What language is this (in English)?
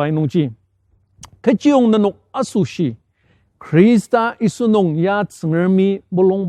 Ao Naga